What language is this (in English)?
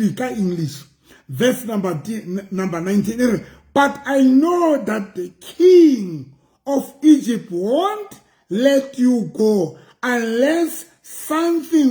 Southern Sotho